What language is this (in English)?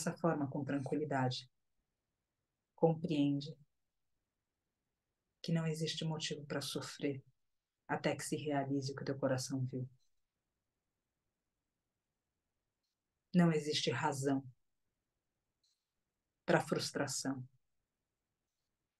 Portuguese